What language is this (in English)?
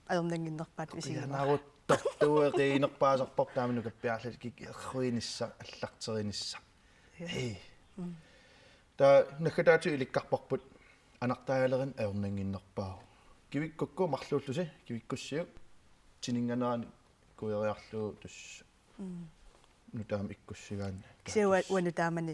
Kalaallisut